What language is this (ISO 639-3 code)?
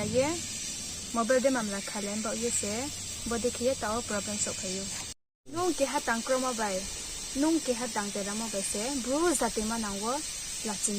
ria